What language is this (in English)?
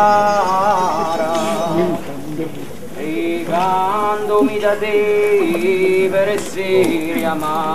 Italian